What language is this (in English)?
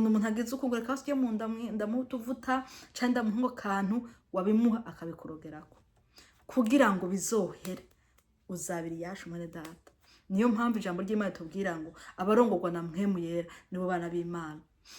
Rundi